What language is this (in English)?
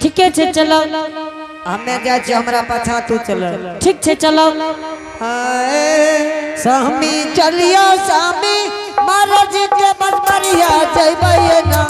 Angika